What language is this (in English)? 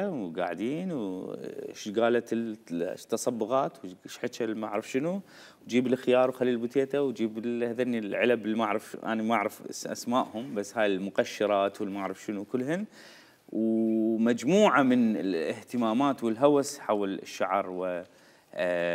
Mesopotamian Arabic